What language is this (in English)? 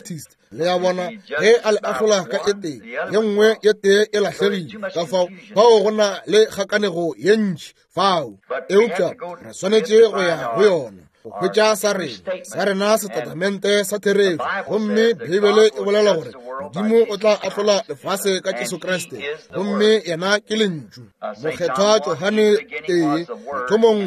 Northern Sotho